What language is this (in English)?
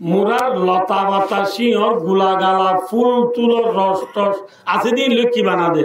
Rohingya